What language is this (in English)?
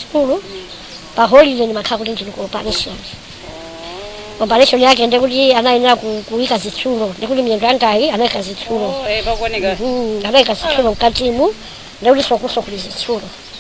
Nyanja